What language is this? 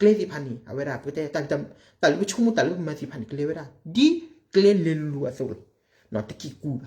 S'gaw Karen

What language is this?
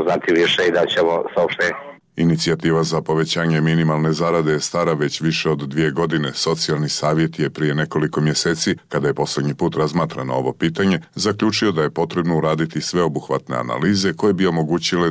Croatian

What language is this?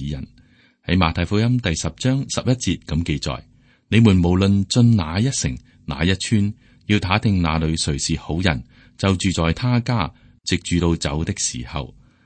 Cantonese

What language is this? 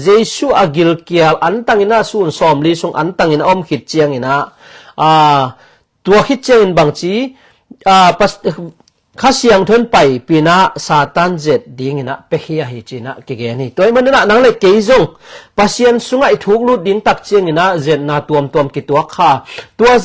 Tedim Chin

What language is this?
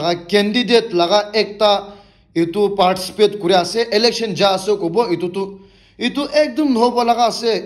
Naga Pidgin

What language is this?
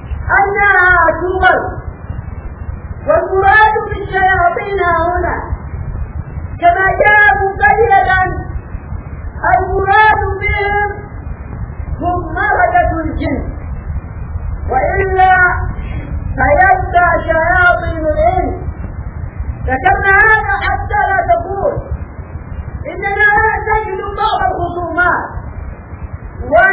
Arabic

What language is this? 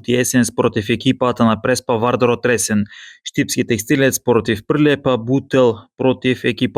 Macedonian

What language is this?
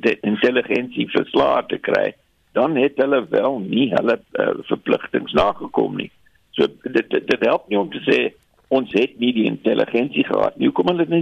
Afrikaans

